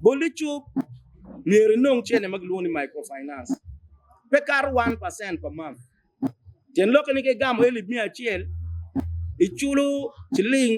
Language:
Acoli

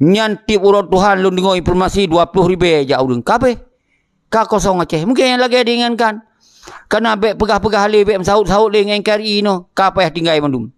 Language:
Achinese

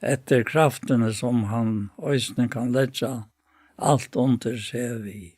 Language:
Faroese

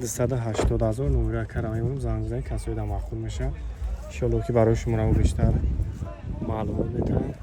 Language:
Tajik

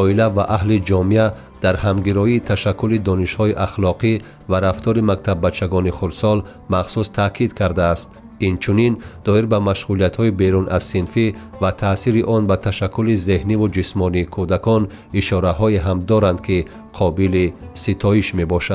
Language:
Tajik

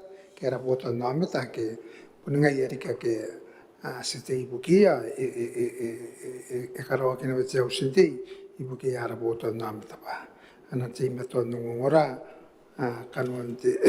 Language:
Gilbertese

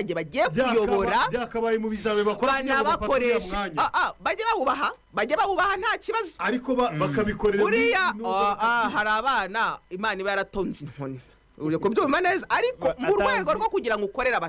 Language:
Kinyarwanda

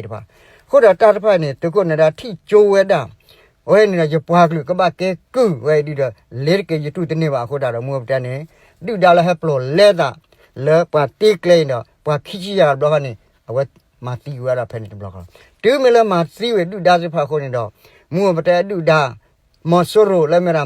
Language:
S'gaw Karen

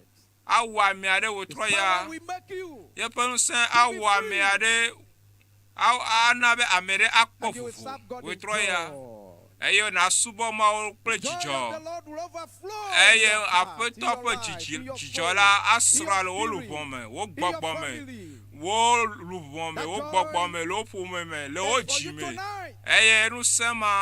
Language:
Ewe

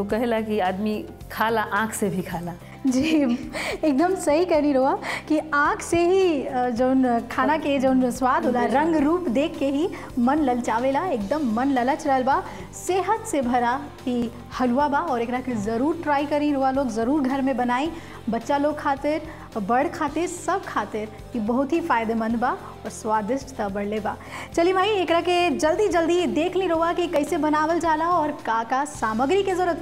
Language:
Bhojpuri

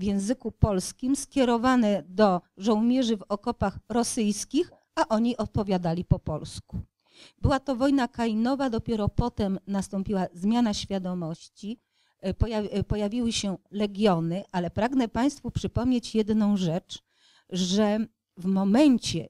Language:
Polish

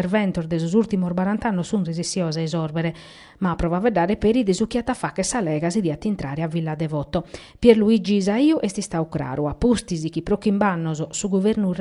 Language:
Sardinian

